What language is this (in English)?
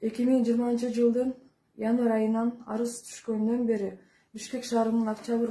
Kyrgyz